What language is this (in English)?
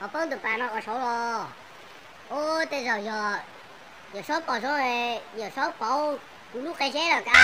Hmong